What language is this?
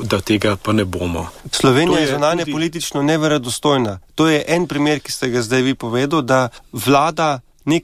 Slovenian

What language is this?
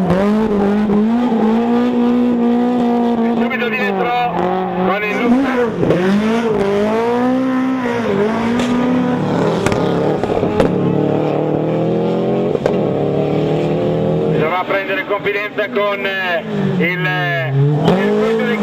Italian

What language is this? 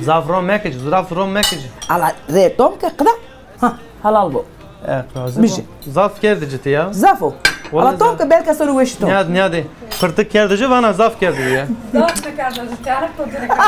Zaza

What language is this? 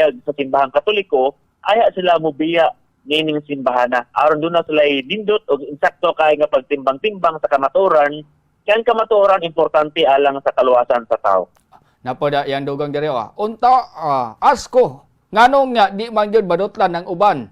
Cebuano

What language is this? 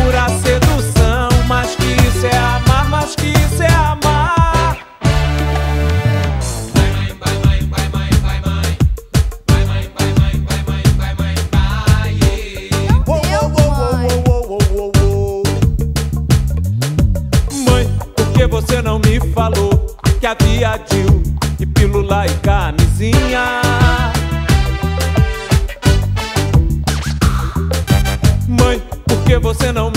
Portuguese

